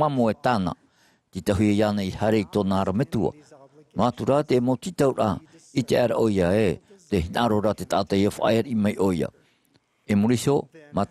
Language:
Tahitian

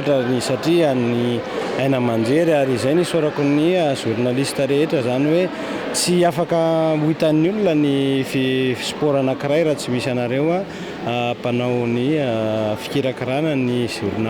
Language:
Malagasy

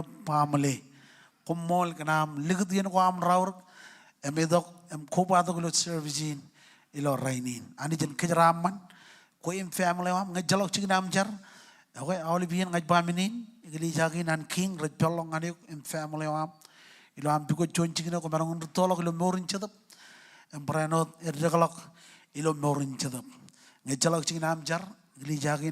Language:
Marshallese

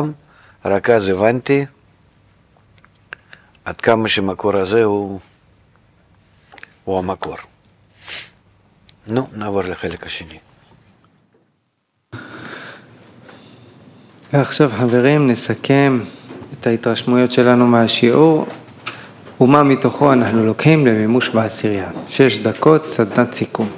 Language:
Hebrew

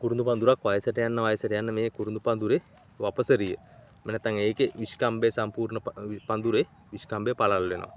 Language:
Sinhala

